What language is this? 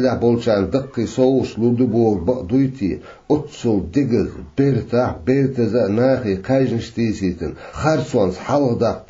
Chechen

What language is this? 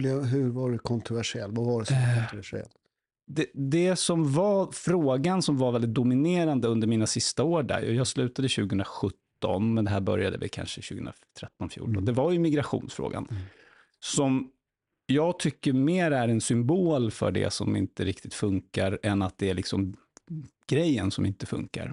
Swedish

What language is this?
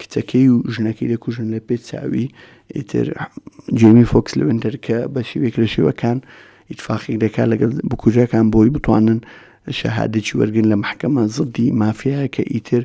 Central Kurdish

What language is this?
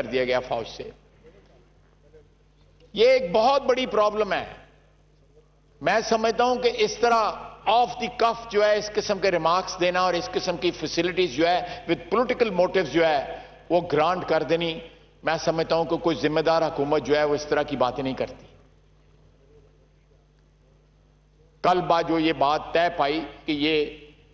Urdu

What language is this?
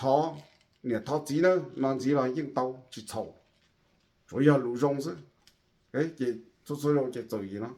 Hmong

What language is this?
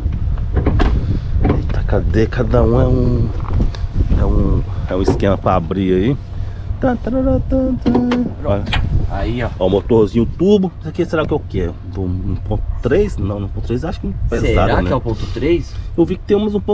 Portuguese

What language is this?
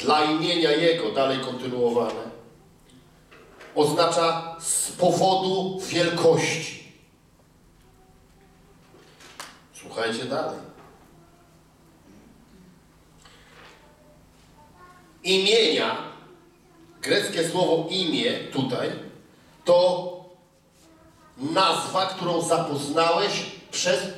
Polish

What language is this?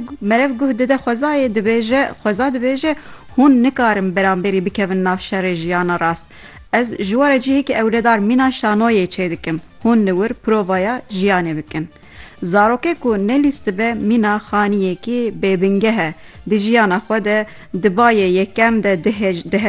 Kurdish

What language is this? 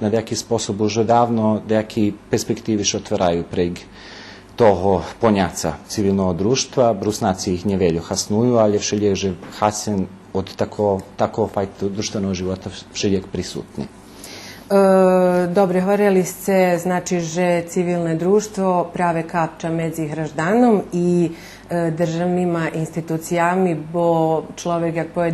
Rusyn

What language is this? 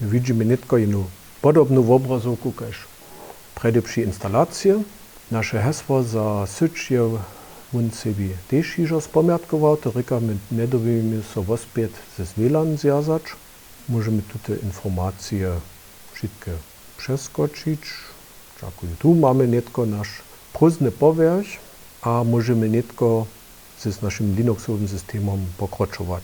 Upper Sorbian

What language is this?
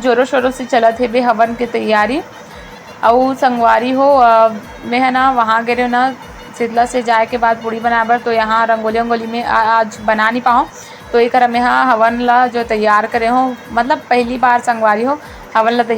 Chhattisgarhi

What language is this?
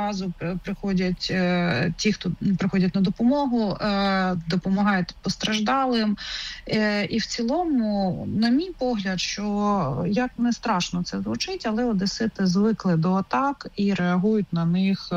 Ukrainian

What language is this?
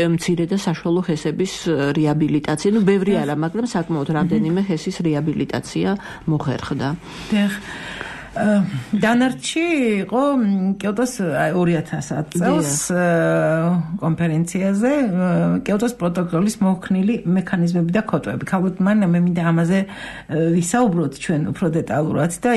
Georgian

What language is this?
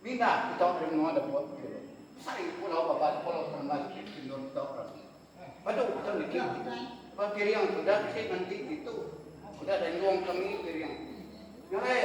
Iban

